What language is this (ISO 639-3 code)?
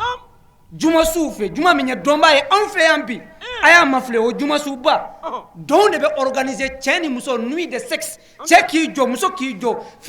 bam